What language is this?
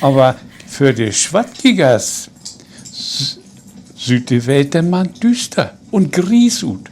Low German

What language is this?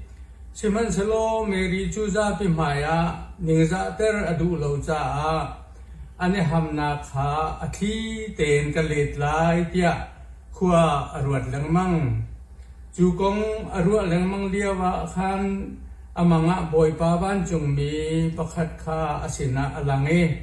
Hakha Chin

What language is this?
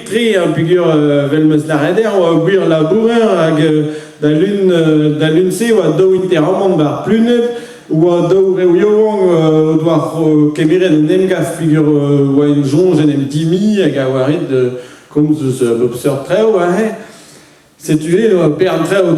Breton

